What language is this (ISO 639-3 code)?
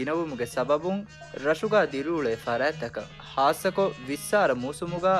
div